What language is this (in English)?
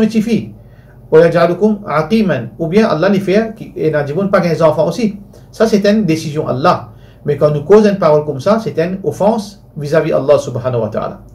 Morisyen